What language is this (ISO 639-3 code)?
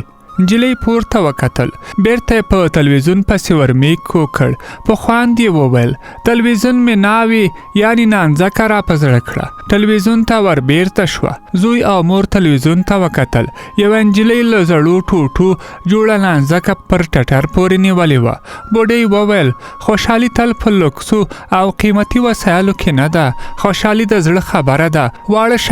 pus